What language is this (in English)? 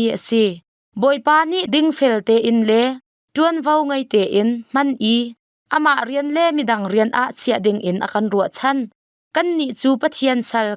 Hakha Chin